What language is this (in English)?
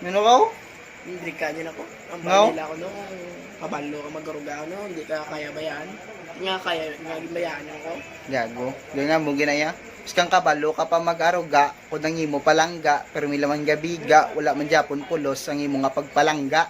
Hiligaynon